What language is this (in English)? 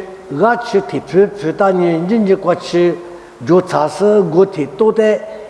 Lisu